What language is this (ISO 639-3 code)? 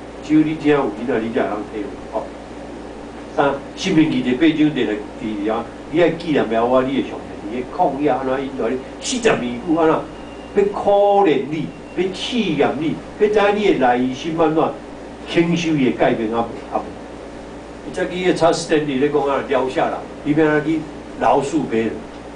nan